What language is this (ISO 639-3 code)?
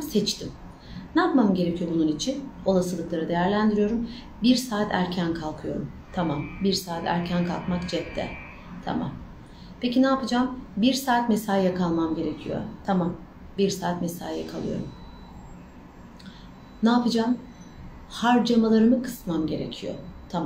tur